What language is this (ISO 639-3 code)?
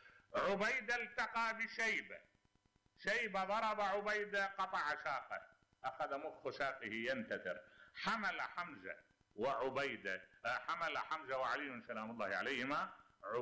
acm